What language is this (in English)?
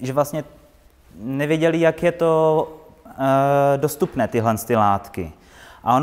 Czech